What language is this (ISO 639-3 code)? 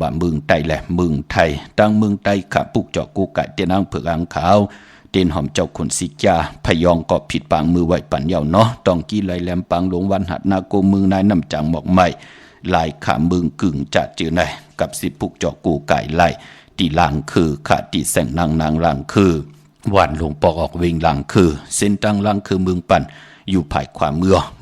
shn